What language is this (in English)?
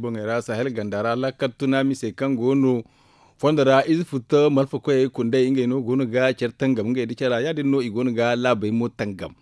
Zarma